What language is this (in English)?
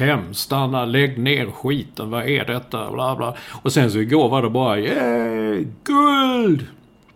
Swedish